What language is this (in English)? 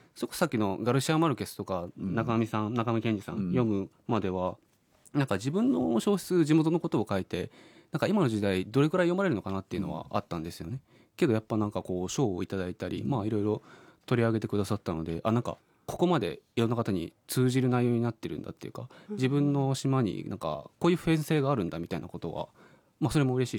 Japanese